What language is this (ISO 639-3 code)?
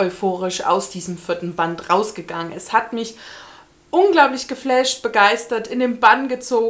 deu